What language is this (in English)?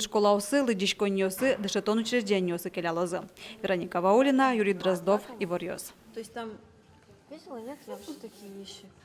Udmurt